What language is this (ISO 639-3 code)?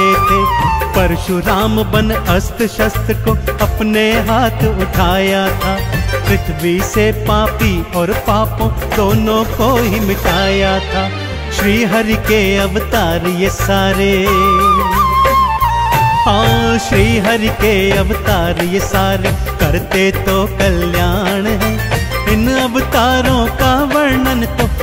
hin